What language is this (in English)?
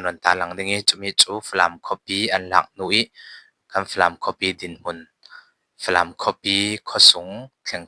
Falam Chin